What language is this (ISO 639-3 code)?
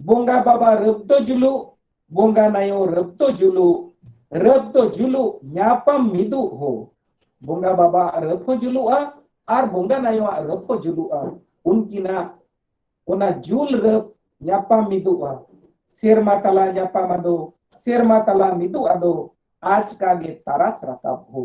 sat